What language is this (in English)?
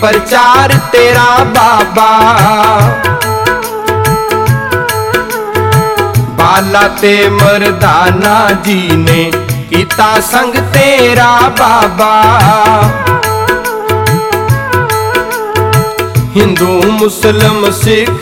Punjabi